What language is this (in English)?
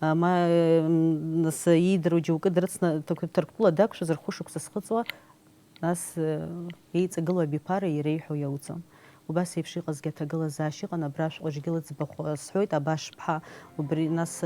Abkhazian